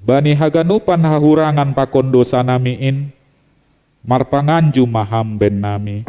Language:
Batak Simalungun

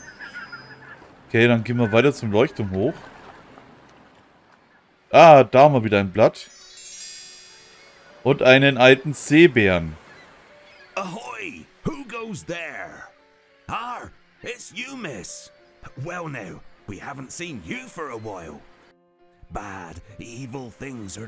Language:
German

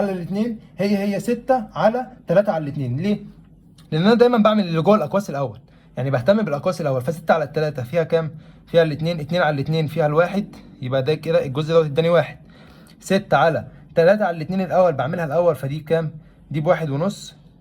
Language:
Egyptian Arabic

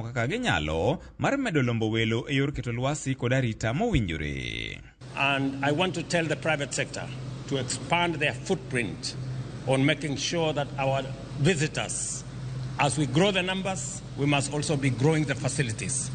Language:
Luo (Kenya and Tanzania)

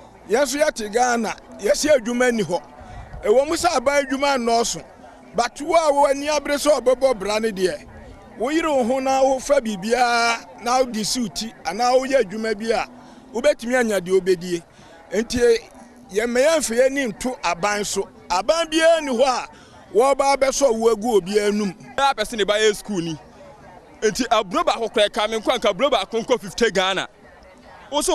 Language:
Akan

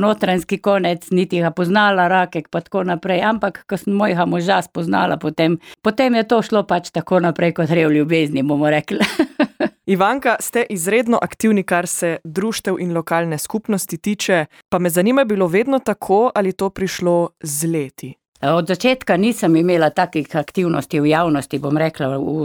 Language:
Slovenian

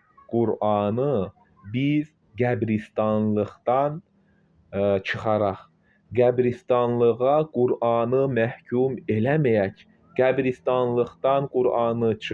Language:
Azerbaijani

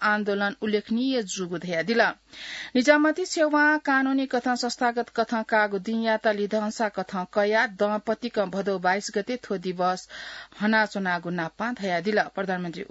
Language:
Newari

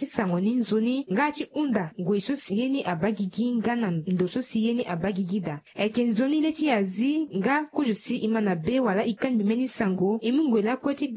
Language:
Sango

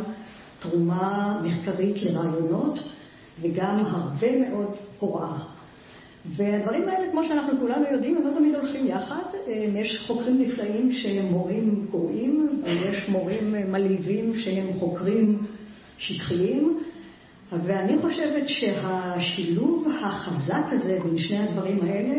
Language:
Hebrew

